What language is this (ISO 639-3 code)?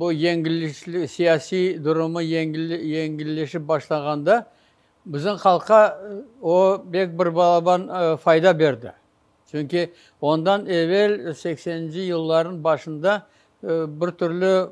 crh